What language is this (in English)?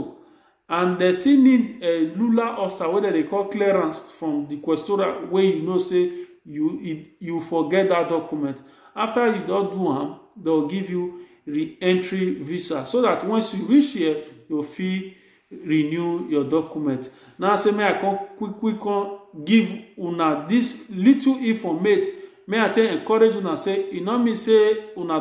Nigerian Pidgin